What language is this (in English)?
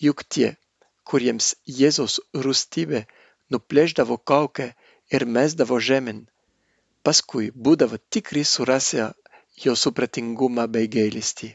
Lithuanian